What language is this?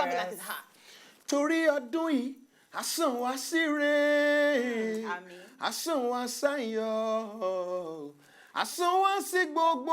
Nigerian Pidgin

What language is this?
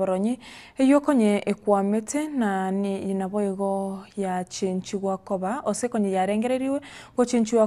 Gusii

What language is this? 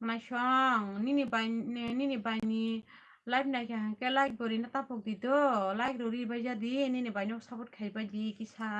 Kok Borok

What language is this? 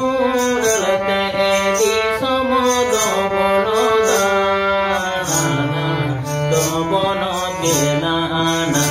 Santali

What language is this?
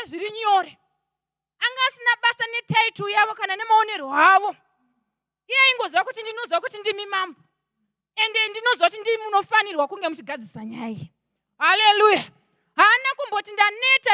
Shona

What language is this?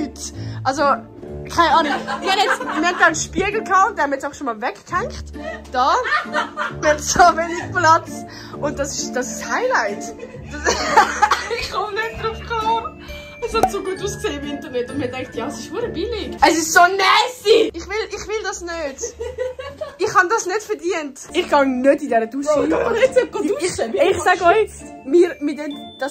Swiss German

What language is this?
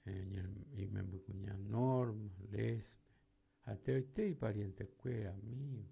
Guarani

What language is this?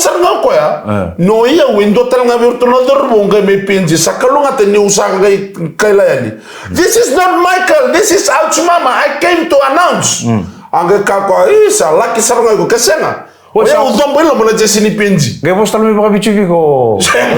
Fijian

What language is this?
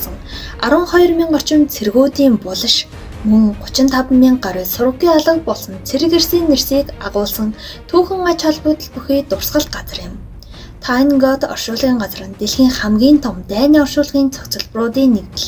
Mongolian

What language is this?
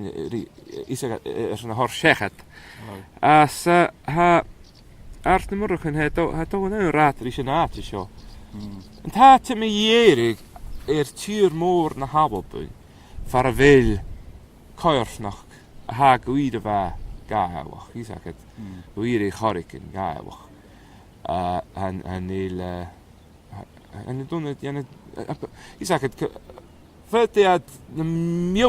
Scottish Gaelic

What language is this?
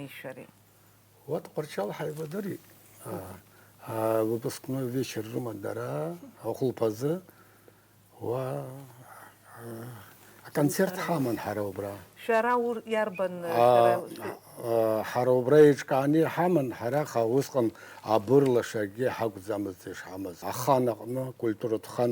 Abkhazian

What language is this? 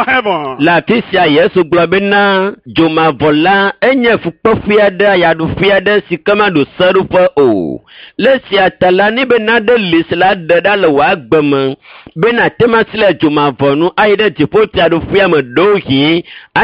Ewe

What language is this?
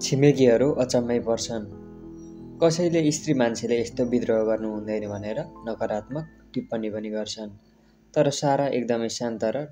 Nepali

